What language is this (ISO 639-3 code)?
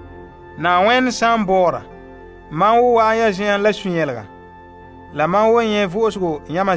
gur